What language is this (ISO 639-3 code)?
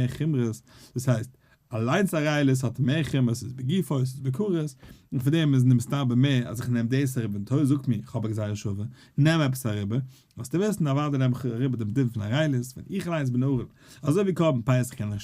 yid